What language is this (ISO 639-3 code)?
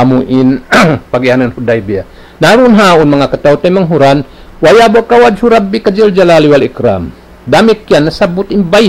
tsg